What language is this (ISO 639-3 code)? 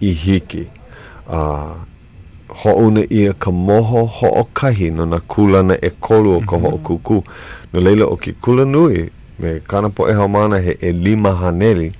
haw